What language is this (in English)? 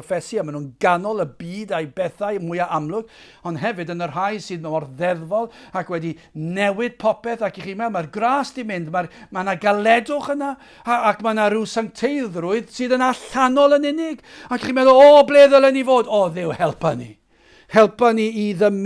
Welsh